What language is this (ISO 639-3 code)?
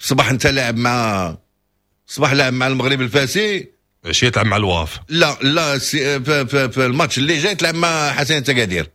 ary